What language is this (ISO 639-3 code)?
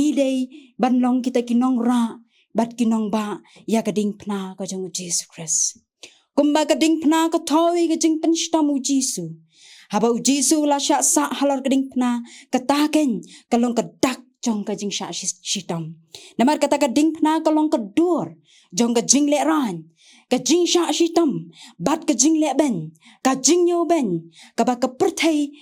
kha